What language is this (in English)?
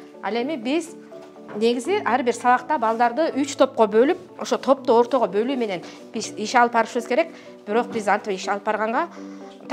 Kyrgyz